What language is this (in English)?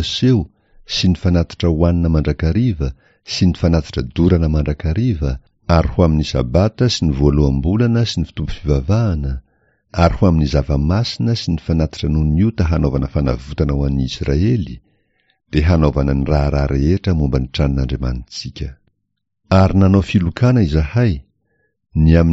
Malagasy